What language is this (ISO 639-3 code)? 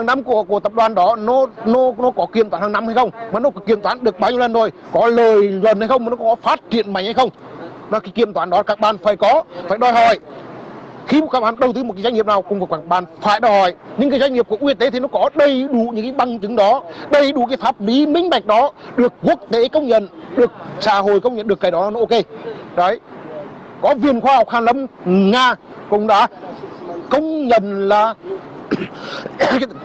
vie